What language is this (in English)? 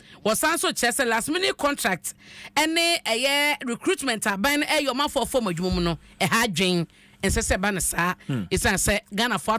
Akan